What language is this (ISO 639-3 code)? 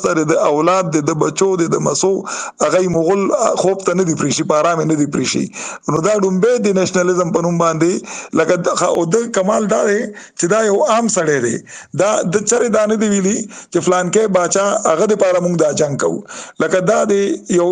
pus